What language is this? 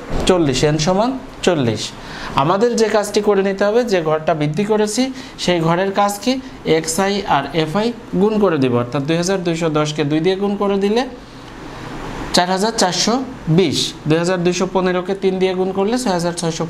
Bangla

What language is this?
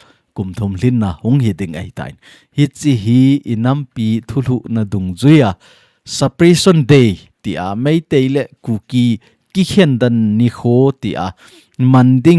Thado Chin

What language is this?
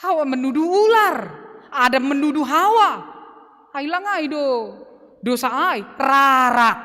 Batak Simalungun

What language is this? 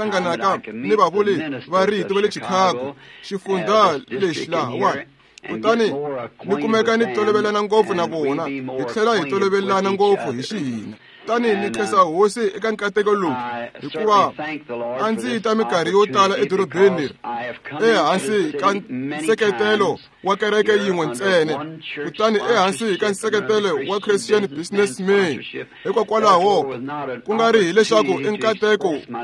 Tsonga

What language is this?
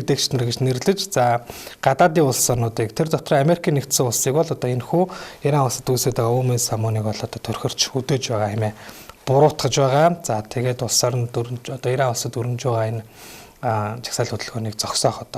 Mongolian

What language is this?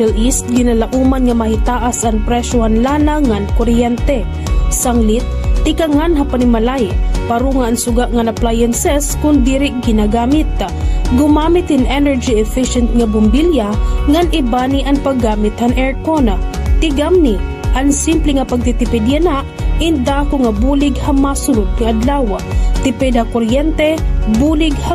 Waray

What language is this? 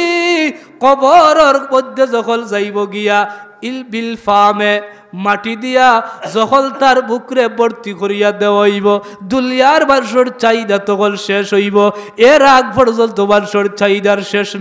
Sylheti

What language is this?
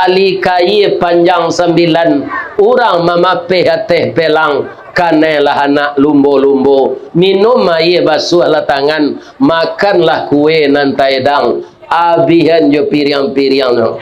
Minangkabau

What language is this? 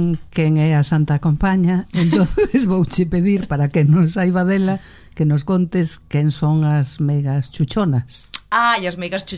Galician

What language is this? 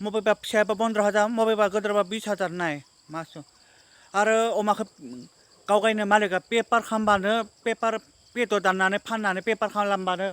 Bodo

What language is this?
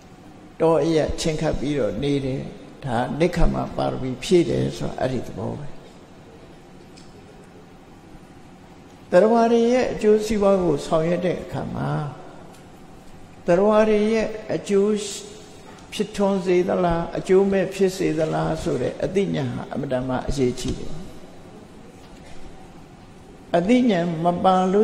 Burmese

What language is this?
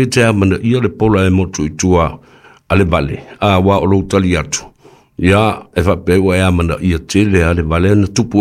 Samoan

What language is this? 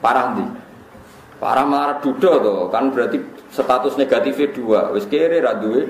Javanese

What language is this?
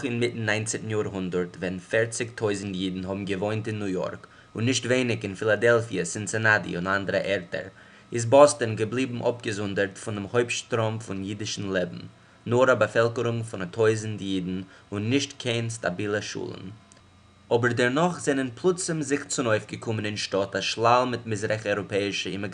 Yiddish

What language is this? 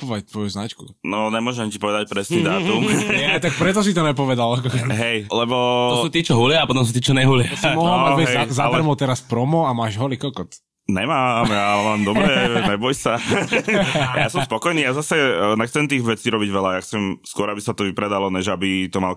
Slovak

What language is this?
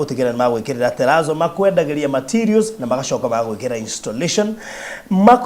Kikuyu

